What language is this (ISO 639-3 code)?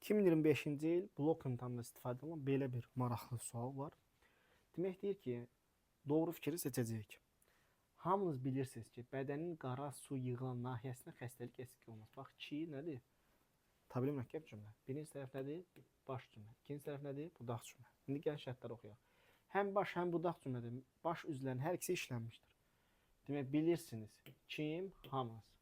aze